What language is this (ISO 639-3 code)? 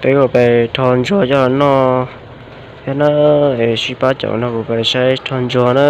hmn